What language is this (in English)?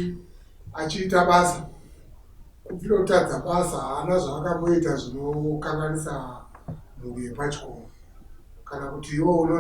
Shona